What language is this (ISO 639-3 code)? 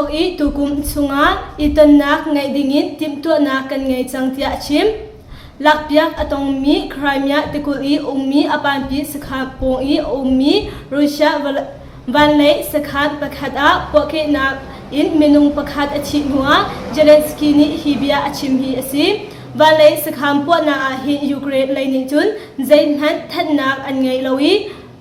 cnh